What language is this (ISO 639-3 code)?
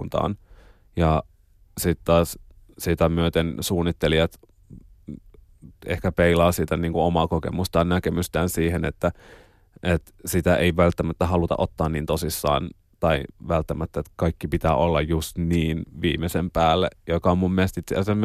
fin